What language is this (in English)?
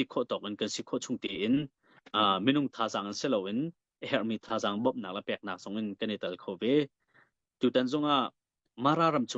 Hakha Chin